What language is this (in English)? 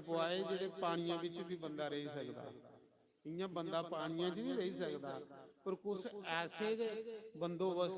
Dogri